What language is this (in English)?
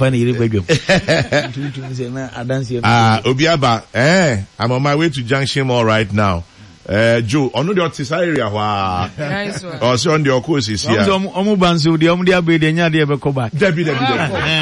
Akan